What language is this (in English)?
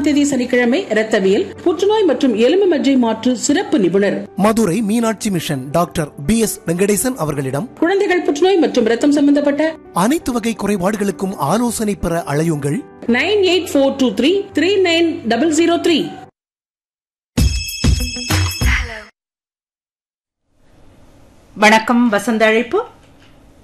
Tamil